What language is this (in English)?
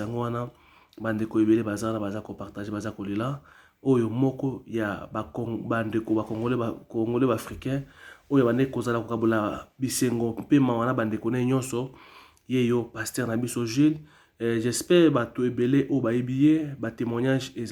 Lingala